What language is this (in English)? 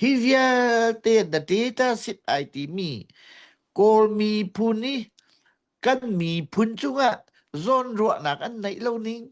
Hakha Chin